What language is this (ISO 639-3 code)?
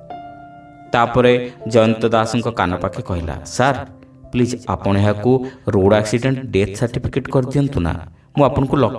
ori